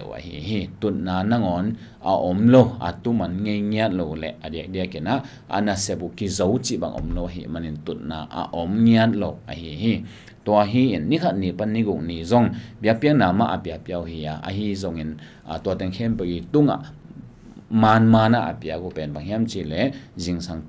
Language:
Tedim Chin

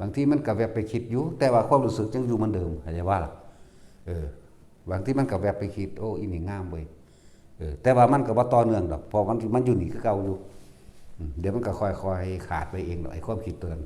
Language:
Northeastern Thai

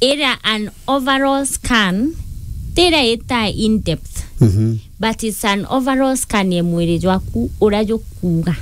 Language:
Meru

